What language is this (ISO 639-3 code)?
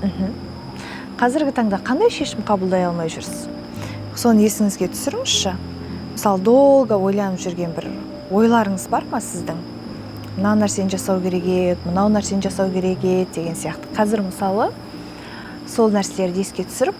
kaz